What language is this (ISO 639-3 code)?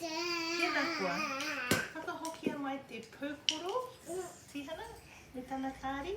mri